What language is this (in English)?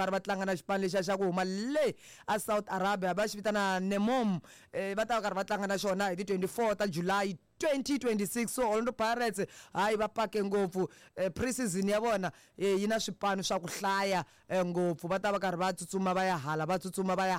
Tsonga